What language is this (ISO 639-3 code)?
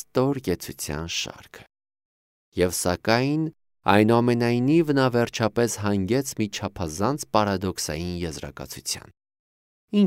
hye